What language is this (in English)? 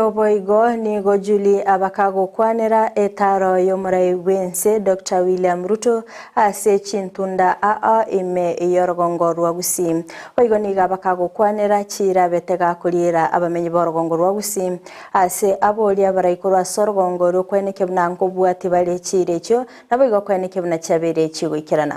Gusii